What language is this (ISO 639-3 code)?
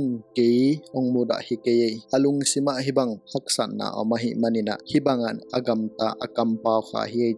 ctd